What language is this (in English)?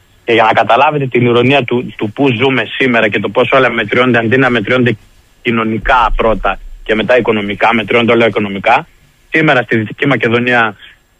Greek